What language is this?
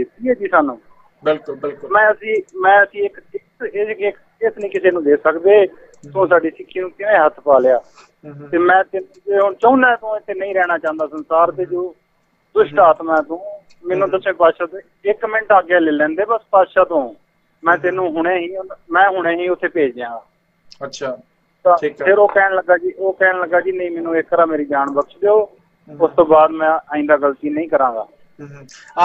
Punjabi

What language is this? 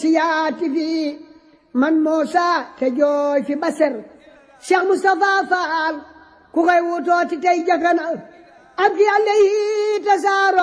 Wolof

